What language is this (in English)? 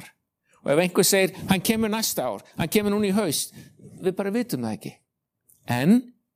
Icelandic